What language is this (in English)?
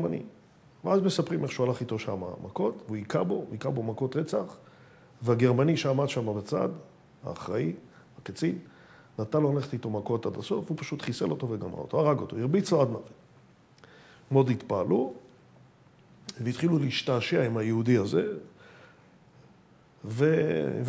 Hebrew